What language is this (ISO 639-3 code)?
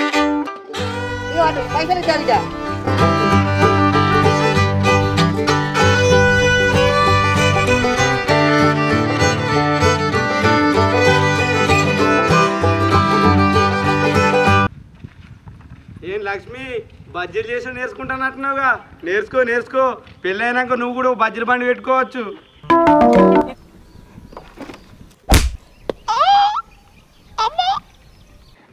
tel